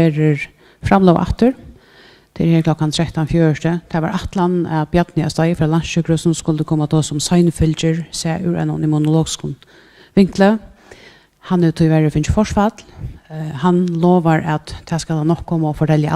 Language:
Faroese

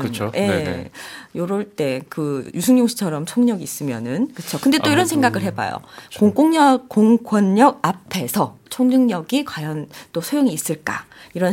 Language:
Korean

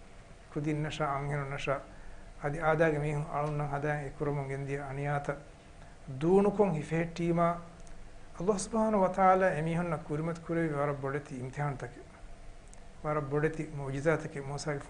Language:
Divehi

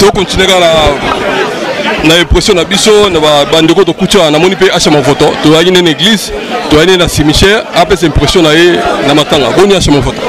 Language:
Lingala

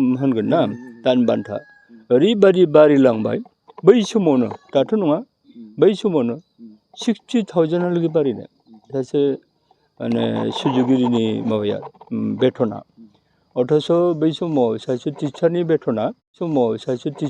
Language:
Bodo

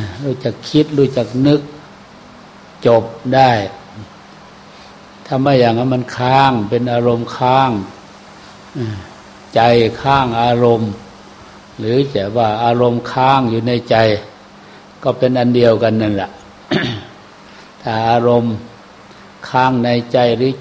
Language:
Thai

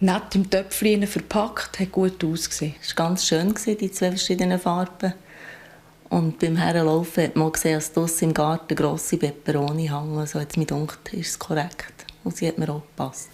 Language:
Swiss German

